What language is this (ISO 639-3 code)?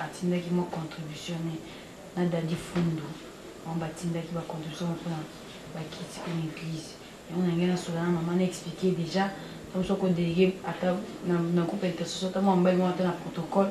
lin